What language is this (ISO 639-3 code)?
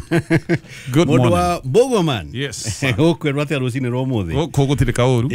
kik